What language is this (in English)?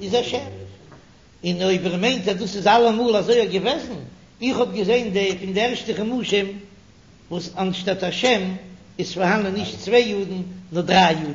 Yiddish